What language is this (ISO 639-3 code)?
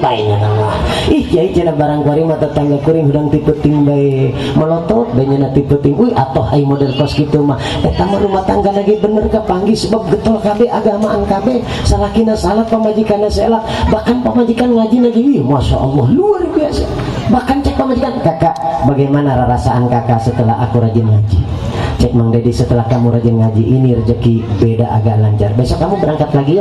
sun